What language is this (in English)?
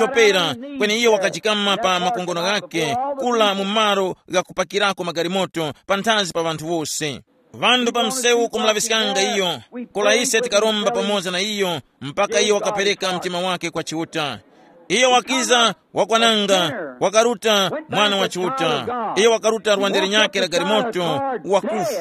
Tumbuka